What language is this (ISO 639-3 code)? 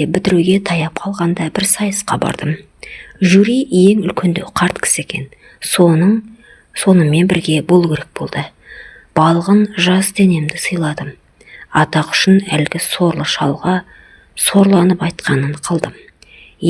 kaz